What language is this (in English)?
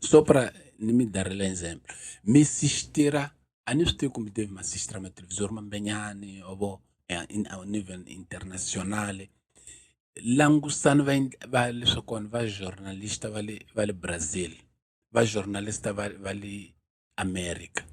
Tsonga